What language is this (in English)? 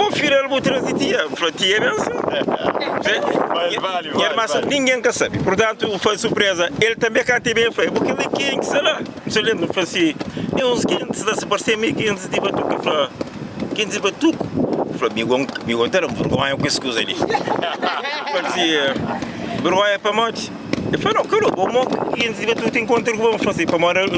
Kabuverdianu